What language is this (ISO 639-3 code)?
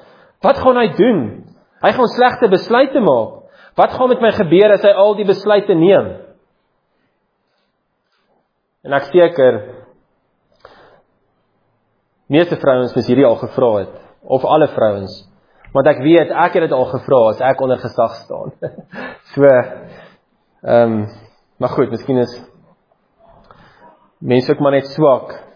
afr